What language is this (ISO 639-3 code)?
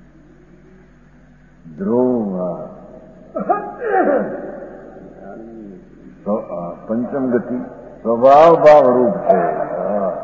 guj